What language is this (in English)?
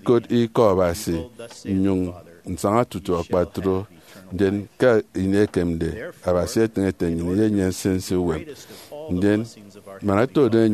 Efik